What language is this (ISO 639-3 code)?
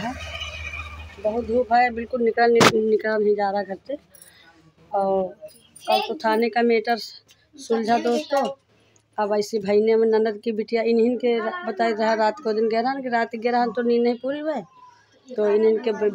hin